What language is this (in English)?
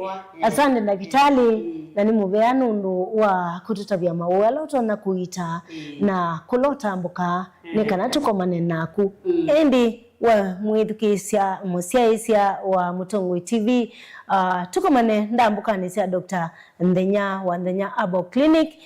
Kamba